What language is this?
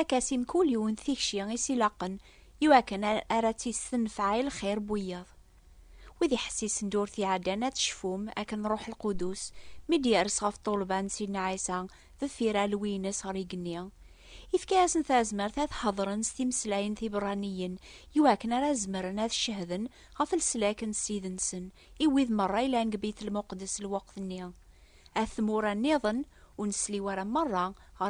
Kabyle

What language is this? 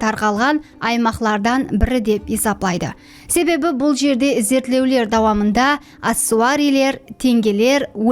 Kara-Kalpak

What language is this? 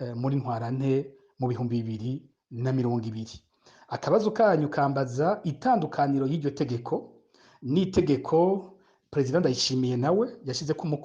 Rundi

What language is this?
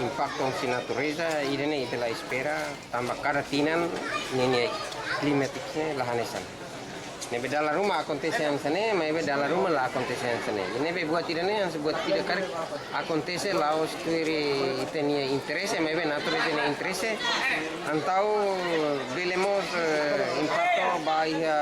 Tetum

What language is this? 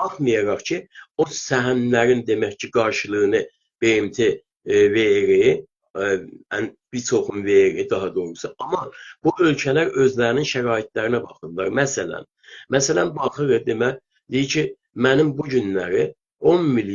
South Azerbaijani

